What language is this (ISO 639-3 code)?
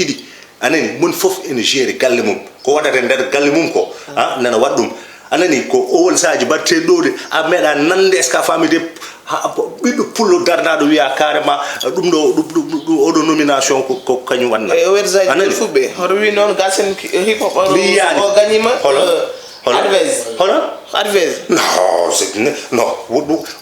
ful